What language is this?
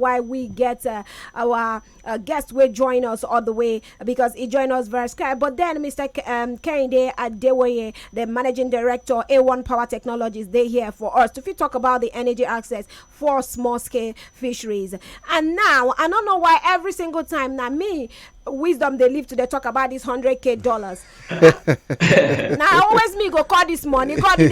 Nigerian Pidgin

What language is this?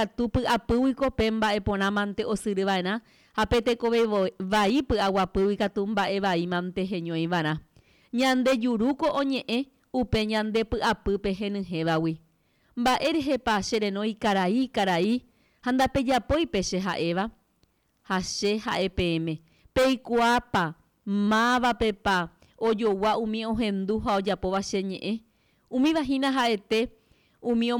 Guarani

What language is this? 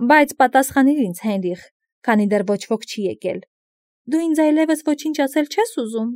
Armenian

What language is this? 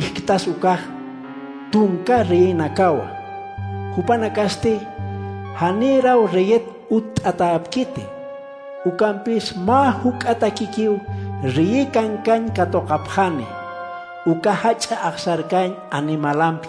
Aymara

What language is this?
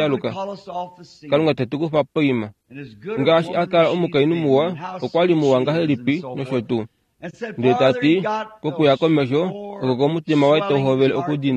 Kuanyama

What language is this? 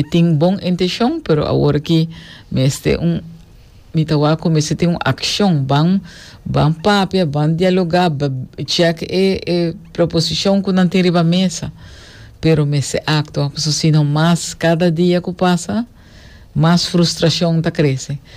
Papiamento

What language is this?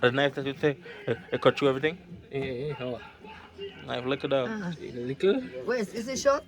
Jamaican Creole English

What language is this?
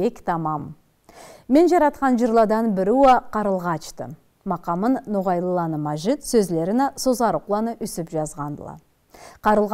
Karachay-Balkar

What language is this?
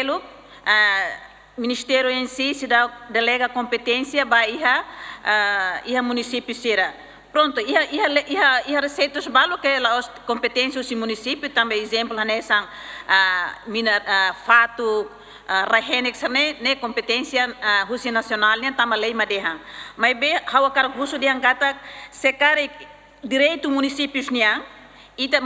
Tetum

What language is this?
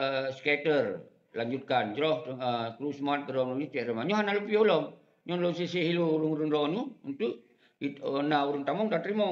Achinese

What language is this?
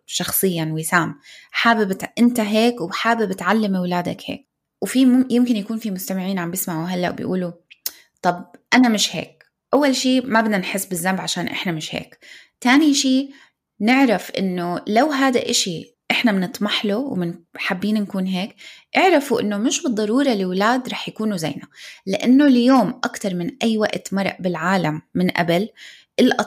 North Levantine Arabic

